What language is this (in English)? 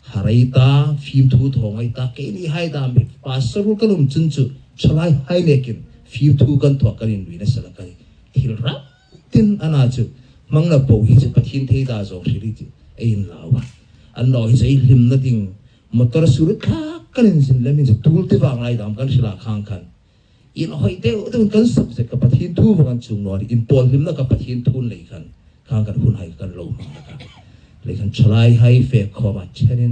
Hmar